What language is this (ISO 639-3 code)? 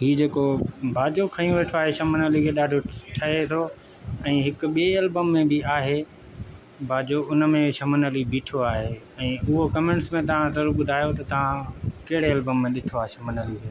snd